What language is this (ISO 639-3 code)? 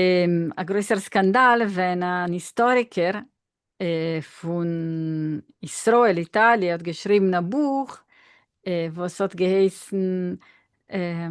yid